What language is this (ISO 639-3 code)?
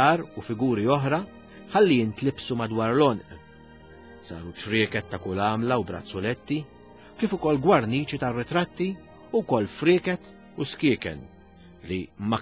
mlt